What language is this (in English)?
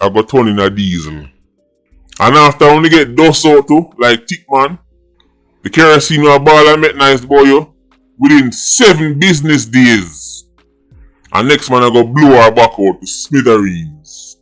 Jamaican Creole English